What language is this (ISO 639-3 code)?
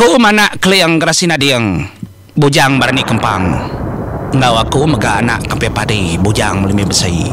iba